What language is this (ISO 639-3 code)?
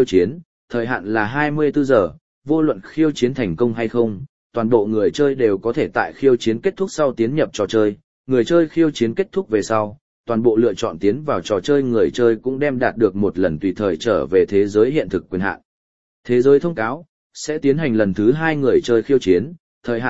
vie